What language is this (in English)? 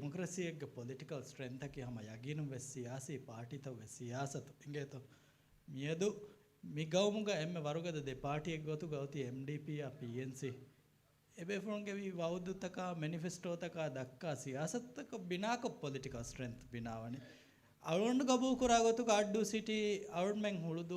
Divehi